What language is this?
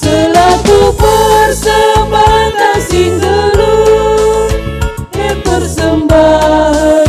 Batak Karo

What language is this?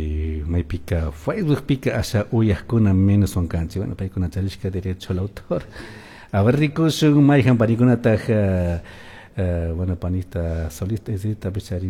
Chimborazo Highland Quichua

